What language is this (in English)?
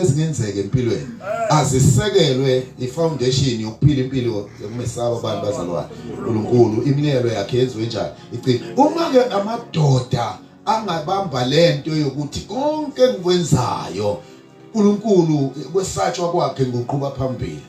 Zulu